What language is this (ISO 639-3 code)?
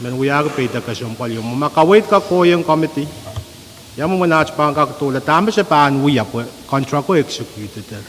pon